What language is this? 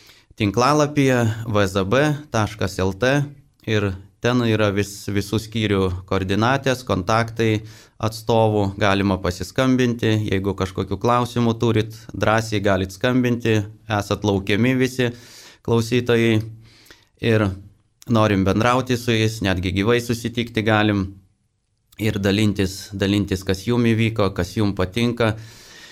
Lithuanian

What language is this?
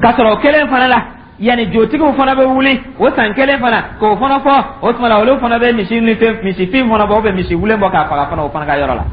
Dyula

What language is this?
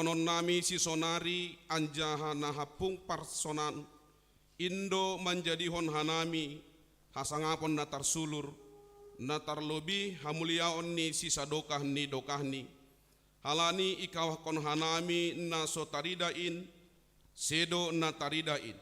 Batak Simalungun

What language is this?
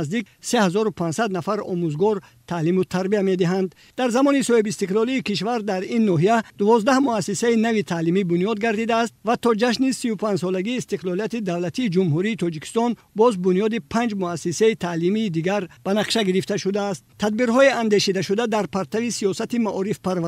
Tajik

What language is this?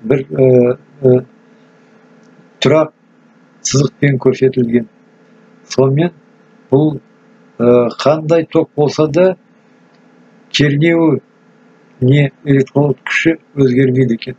Kazakh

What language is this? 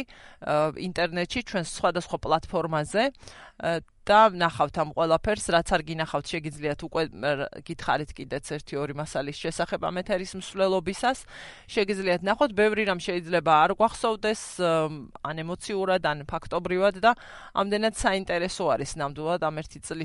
Georgian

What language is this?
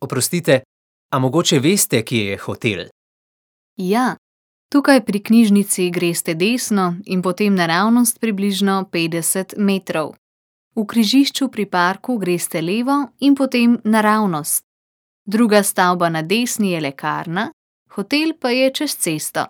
Slovenian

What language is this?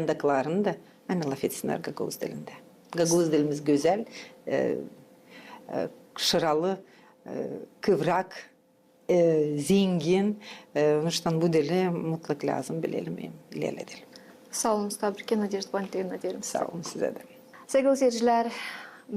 Gagauz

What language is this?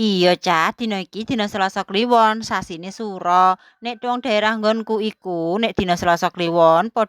Javanese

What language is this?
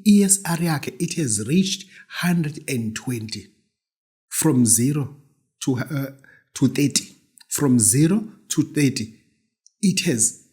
Zulu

